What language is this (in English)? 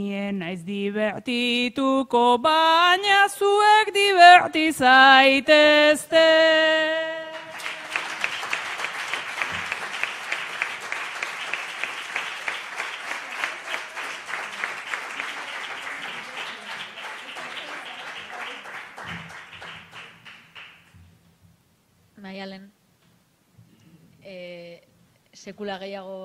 Basque